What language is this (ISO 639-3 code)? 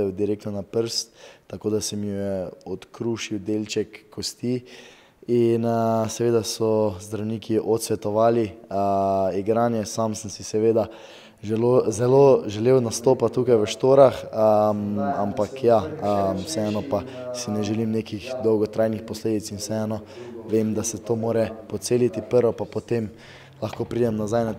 slv